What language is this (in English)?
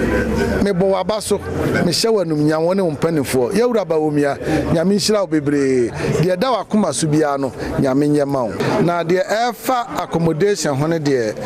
Akan